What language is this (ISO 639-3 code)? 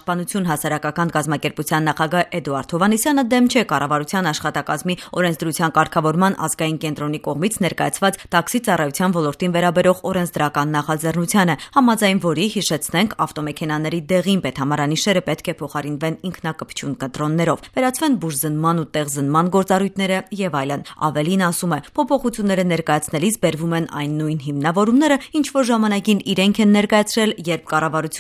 hye